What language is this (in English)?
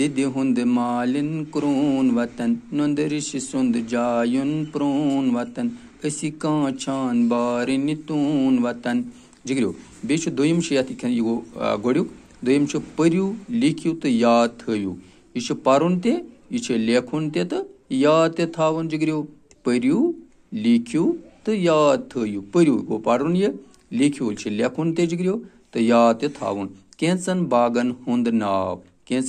Kashmiri